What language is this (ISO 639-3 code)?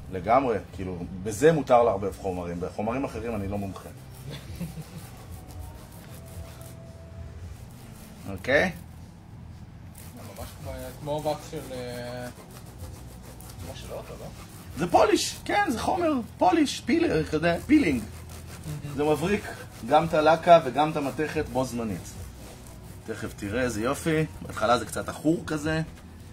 heb